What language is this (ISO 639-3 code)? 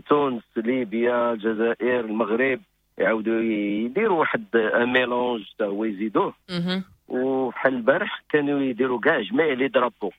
ary